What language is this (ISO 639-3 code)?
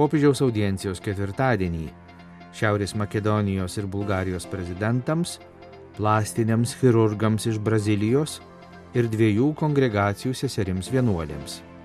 lit